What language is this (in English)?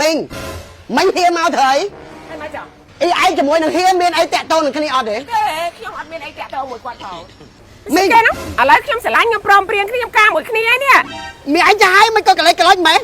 Khmer